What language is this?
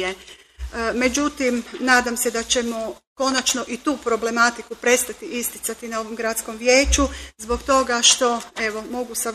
Croatian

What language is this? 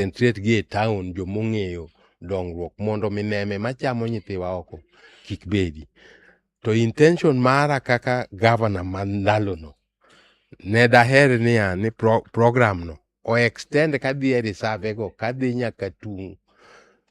Luo (Kenya and Tanzania)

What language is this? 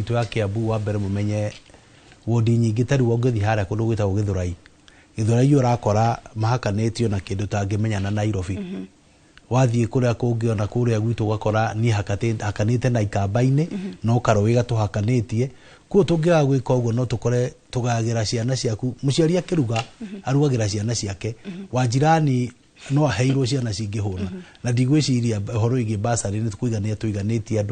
Kikuyu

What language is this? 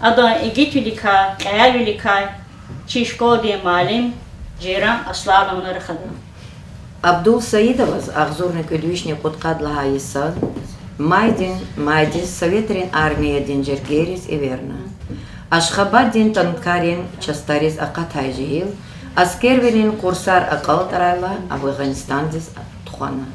Lezghian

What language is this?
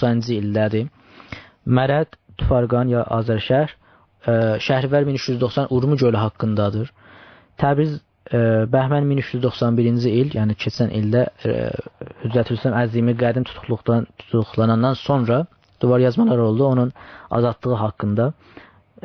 South Azerbaijani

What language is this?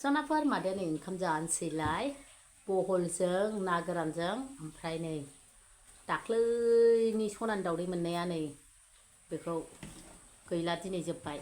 Bodo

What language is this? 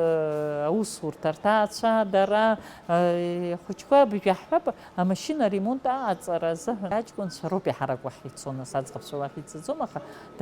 Abkhazian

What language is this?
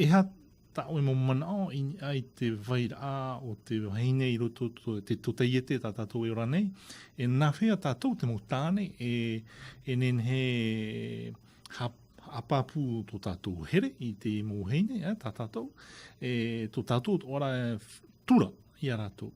Tahitian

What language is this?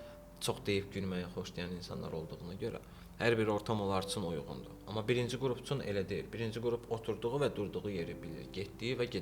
Azerbaijani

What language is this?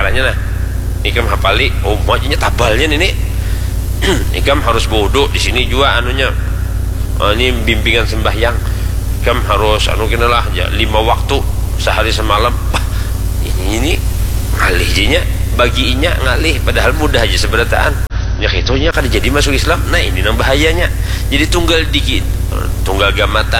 Banjar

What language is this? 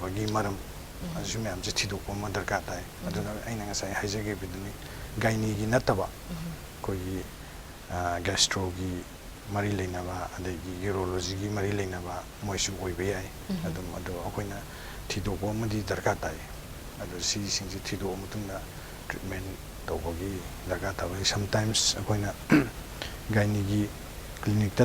Manipuri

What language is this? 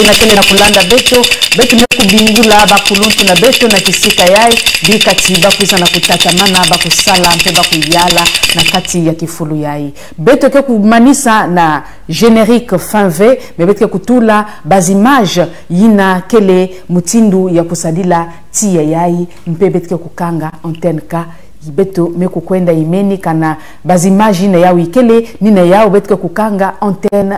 Kituba (Congo)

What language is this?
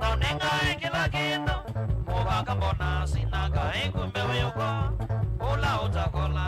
Kamba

